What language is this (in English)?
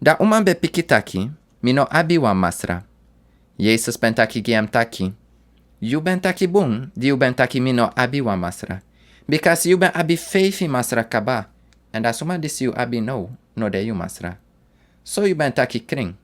Sranan Tongo